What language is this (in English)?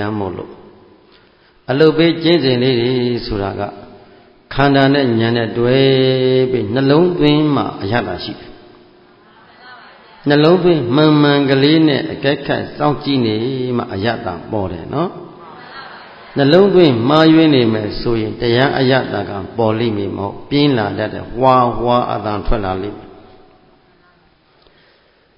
Burmese